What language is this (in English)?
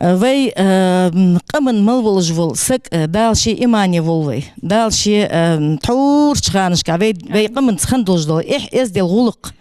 Ingush